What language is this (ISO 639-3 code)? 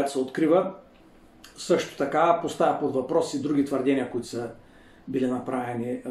bul